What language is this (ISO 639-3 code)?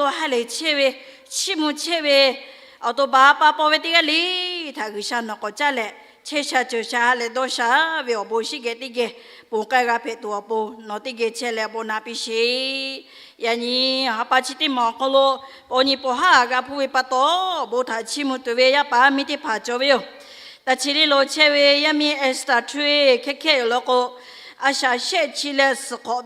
lhu